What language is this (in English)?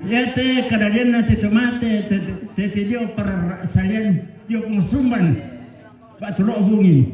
Toraja-Sa'dan